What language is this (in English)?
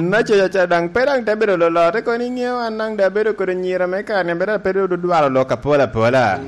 Lango (Uganda)